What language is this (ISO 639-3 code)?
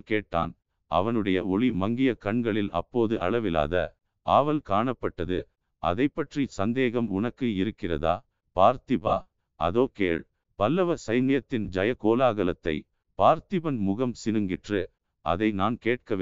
tam